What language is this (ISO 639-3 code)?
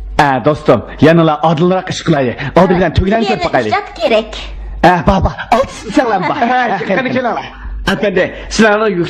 uig